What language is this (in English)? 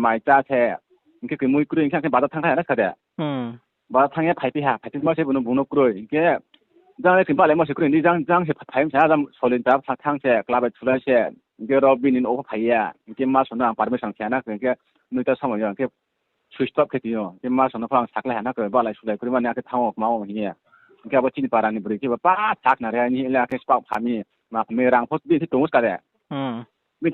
Riang (India)